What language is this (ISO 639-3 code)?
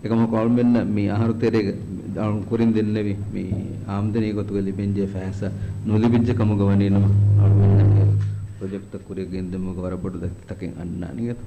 div